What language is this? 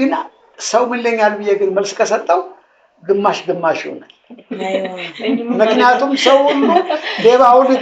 Amharic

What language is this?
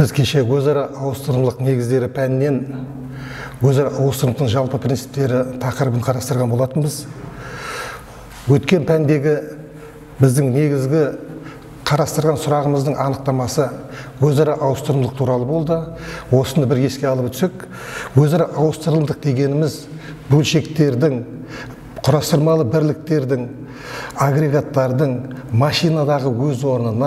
Kazakh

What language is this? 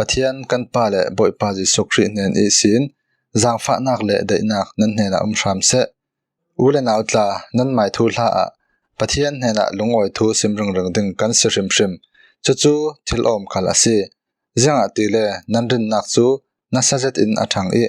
Falam Chin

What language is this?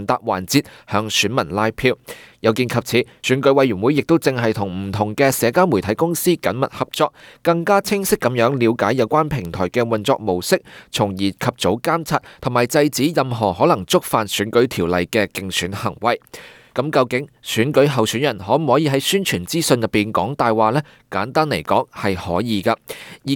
Cantonese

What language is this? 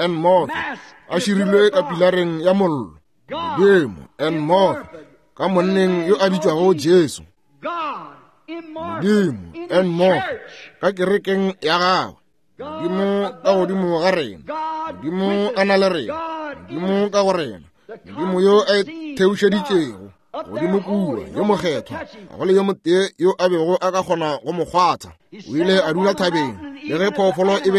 Northern Sotho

